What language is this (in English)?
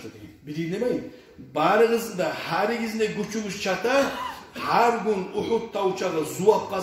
Kumyk